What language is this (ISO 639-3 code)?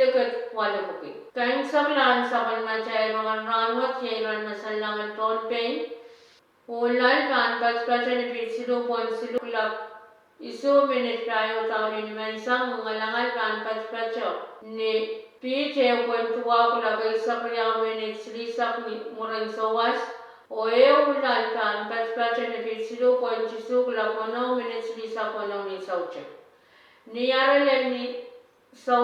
pon